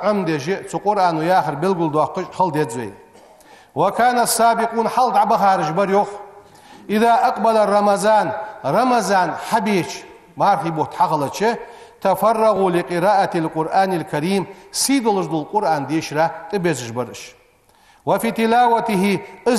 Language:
Ingush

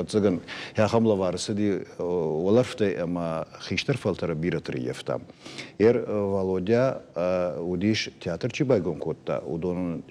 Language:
Ossetic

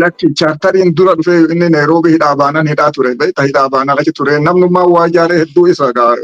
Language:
Oromo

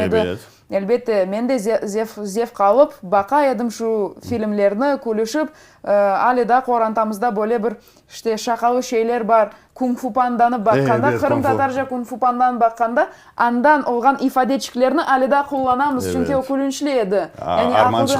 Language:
Crimean Tatar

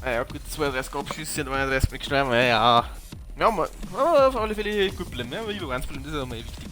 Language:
Bavarian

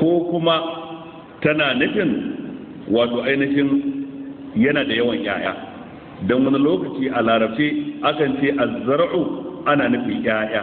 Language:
Hausa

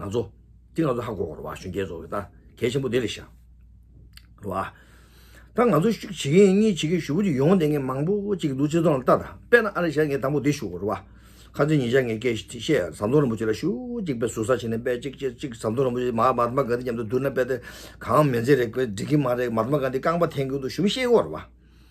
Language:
Tibetan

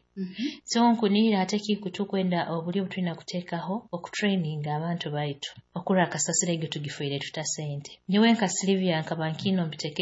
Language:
Nyoro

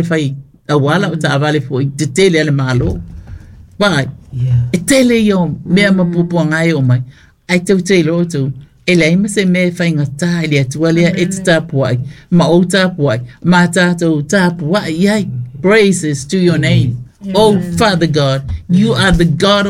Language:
Samoan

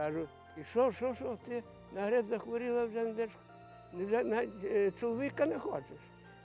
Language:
Ukrainian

